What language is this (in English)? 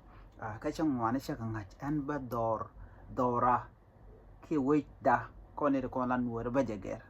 Nuer